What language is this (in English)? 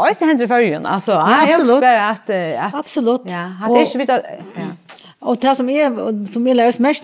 Faroese